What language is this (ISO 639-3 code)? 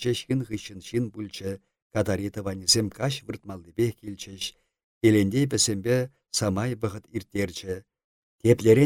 chv